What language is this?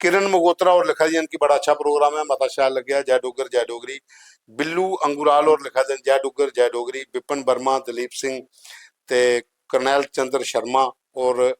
Dogri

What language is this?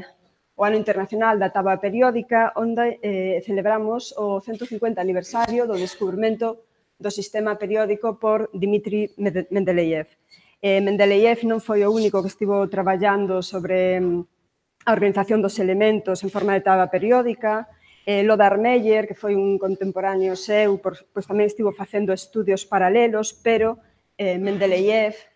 Galician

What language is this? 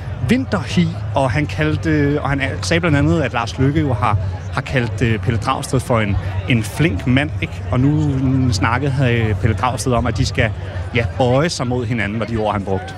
Danish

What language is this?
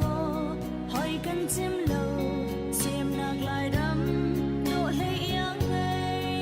Hakha Chin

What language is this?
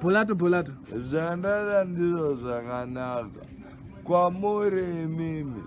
Shona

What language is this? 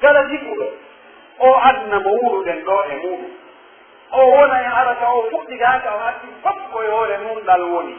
Pular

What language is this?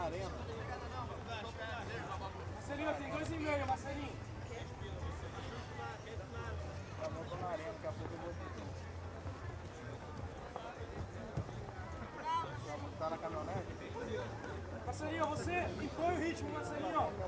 Portuguese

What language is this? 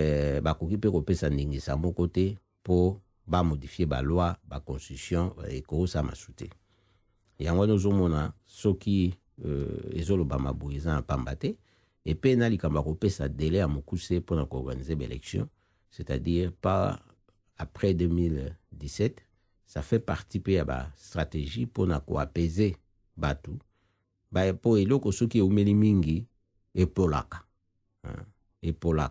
Lingala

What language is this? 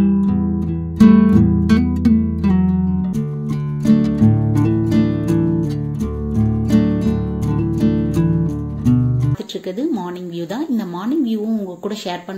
Tamil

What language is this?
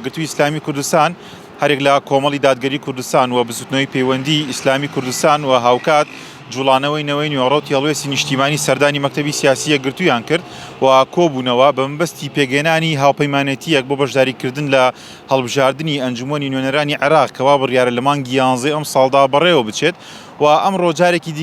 Central Kurdish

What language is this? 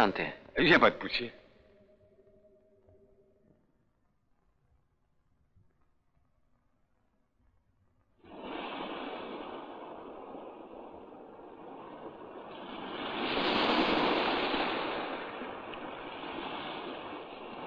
Hindi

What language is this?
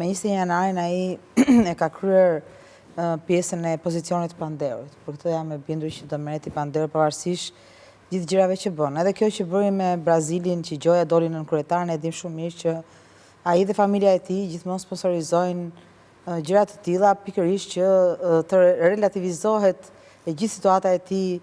Albanian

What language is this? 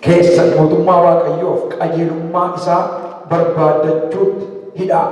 Oromo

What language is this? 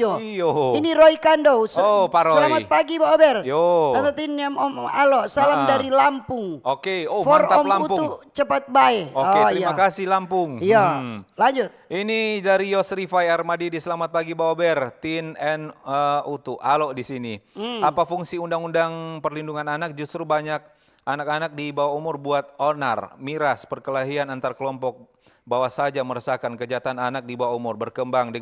Manado Malay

